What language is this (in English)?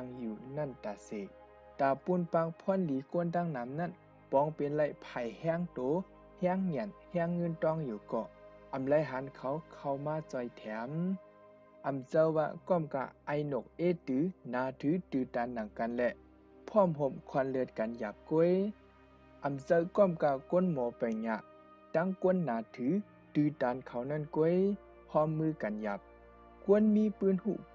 Shan